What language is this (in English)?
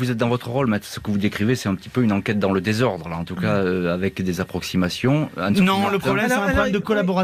French